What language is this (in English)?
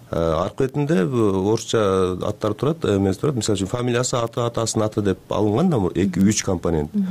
Kyrgyz